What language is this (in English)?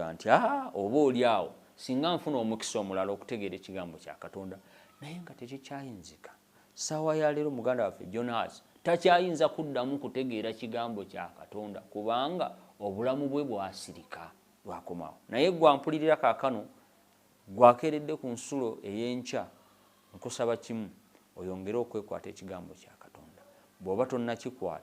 Ganda